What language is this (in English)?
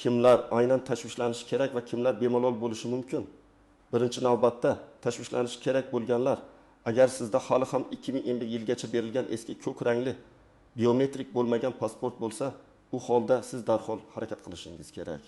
Uzbek